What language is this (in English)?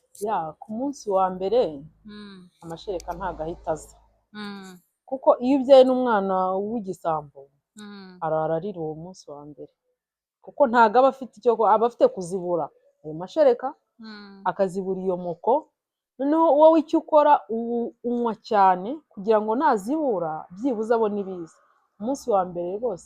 Kinyarwanda